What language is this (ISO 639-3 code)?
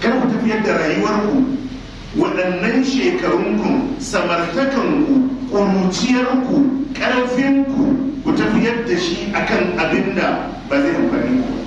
hau